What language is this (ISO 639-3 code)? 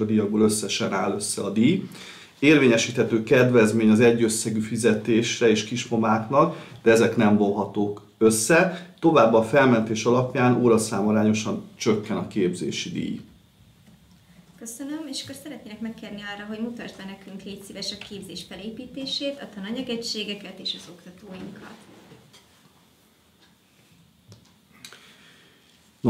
hun